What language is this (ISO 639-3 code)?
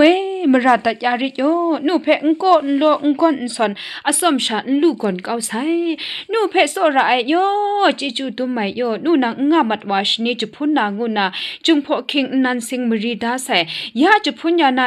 kac